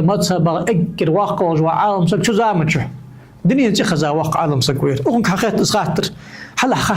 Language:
Ingush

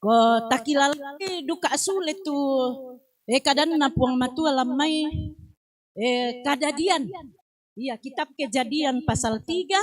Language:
Toraja-Sa'dan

